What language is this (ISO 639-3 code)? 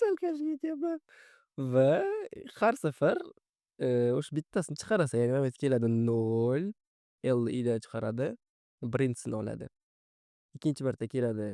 uzb